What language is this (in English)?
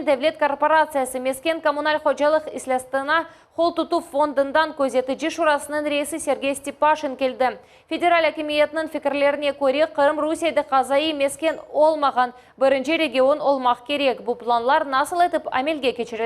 Crimean Tatar